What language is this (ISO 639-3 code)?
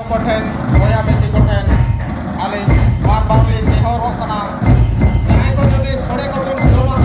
sat